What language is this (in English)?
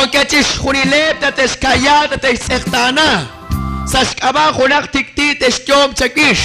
Kekchí